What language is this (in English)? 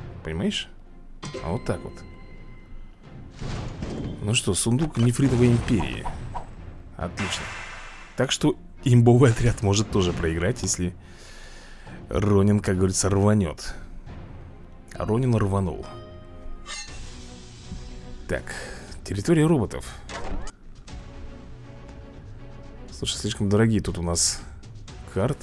Russian